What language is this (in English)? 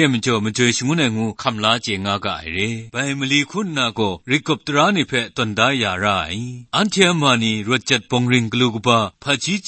Kachin